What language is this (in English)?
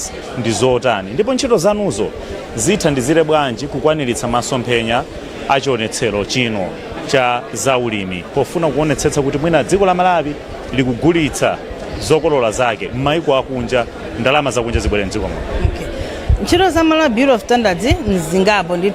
Nyanja